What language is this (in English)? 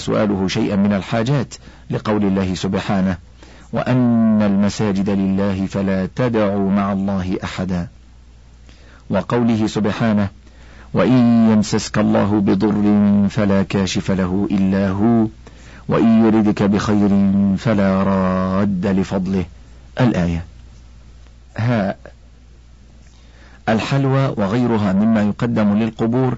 Arabic